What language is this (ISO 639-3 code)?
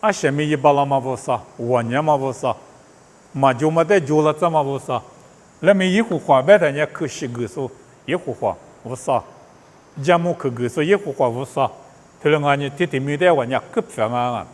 lis